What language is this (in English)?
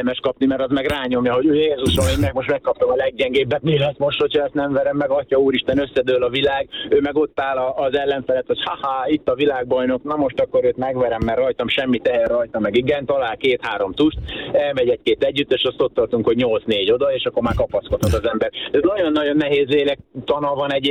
Hungarian